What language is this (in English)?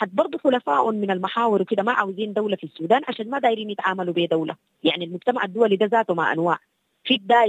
Sudanese Arabic